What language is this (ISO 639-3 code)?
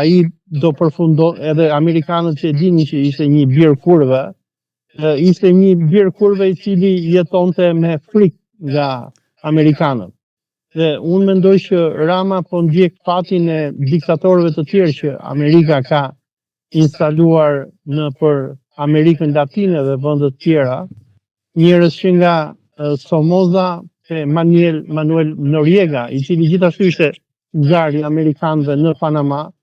sqi